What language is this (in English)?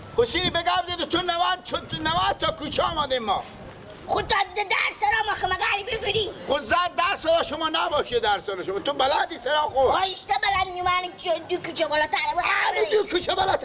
Persian